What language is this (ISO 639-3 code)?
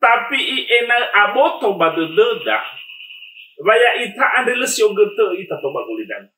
nia